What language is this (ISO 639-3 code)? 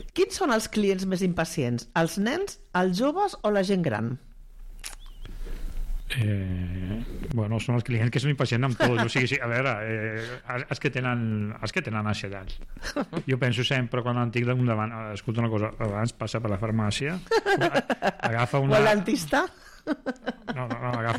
cat